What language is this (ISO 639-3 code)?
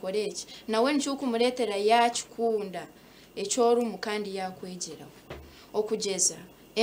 nyn